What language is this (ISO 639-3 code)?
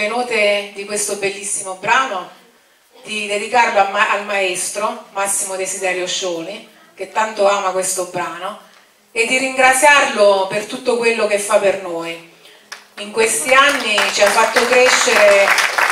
ita